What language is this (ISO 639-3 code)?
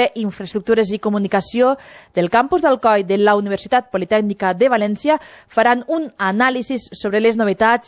cat